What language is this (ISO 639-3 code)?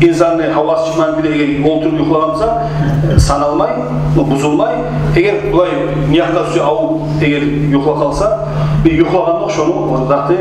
kum